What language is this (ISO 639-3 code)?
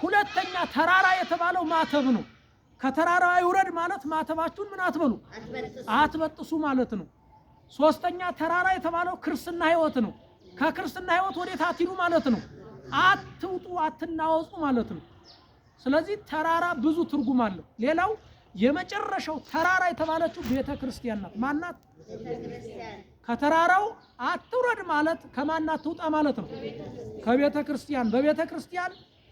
amh